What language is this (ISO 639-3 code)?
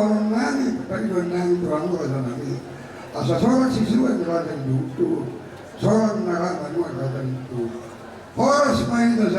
bbc